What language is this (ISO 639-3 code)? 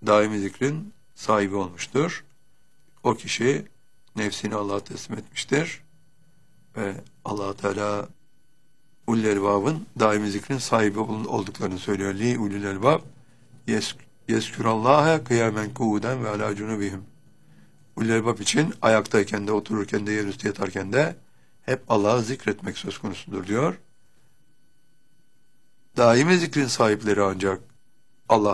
tur